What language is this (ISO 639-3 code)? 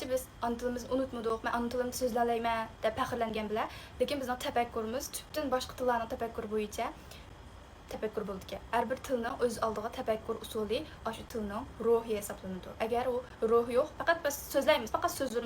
uig